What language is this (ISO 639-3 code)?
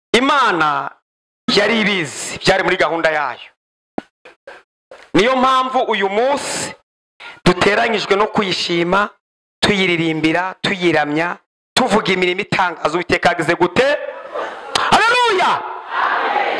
kin